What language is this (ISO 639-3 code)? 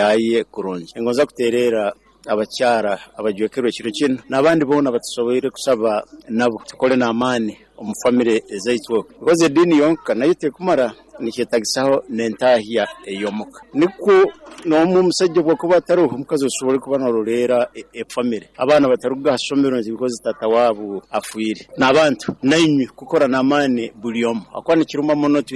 nyn